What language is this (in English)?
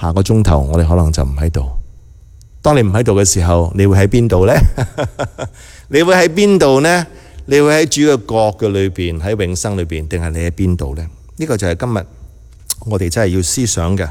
Cantonese